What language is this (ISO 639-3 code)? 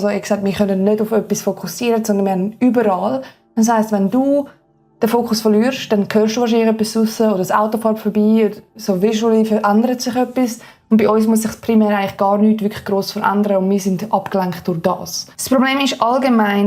gsw